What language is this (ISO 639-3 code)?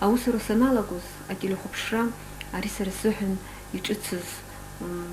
abk